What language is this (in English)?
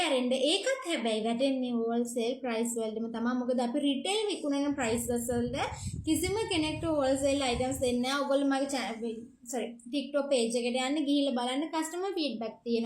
Sinhala